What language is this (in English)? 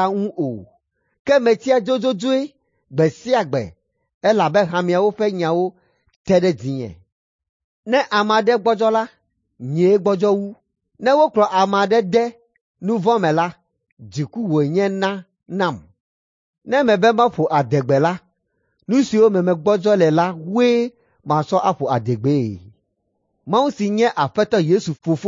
Ewe